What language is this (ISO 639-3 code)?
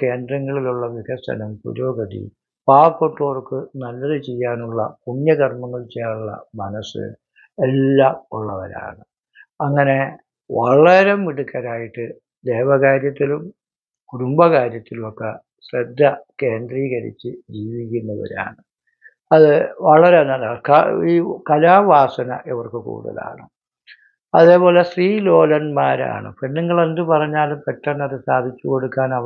mal